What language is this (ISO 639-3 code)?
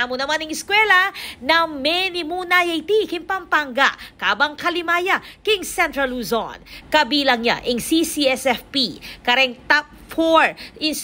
pam